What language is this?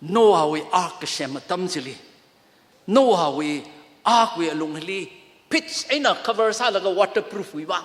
Tangkhul Naga (India)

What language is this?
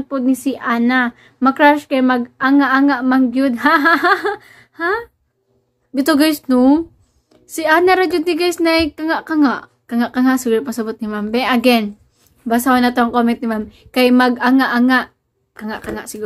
Cebuano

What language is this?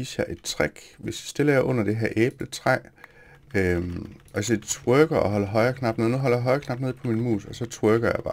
Danish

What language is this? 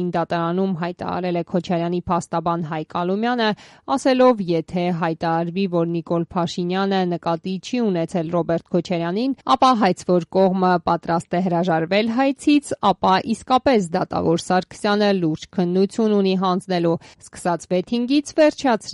Armenian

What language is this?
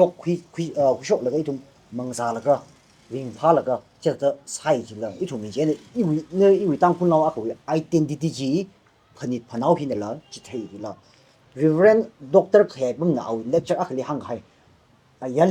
Tangkhul Naga (India)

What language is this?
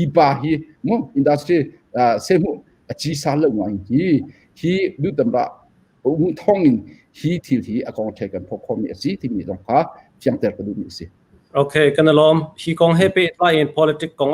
Hakha Chin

